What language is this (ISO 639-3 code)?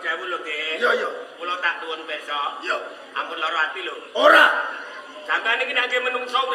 jav